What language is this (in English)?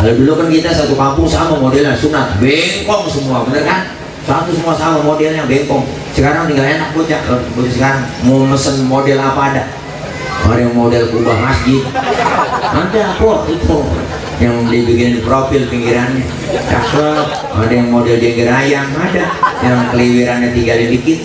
Betawi